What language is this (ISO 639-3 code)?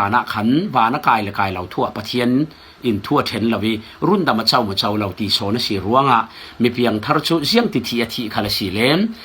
cfm